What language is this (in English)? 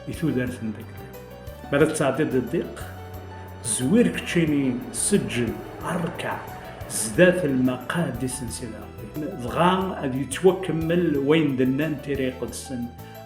Kabyle